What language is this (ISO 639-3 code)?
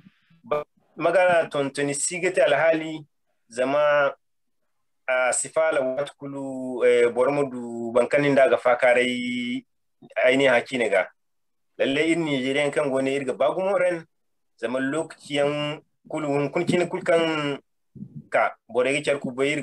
dje